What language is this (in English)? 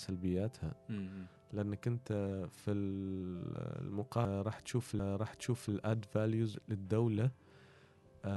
Gulf Arabic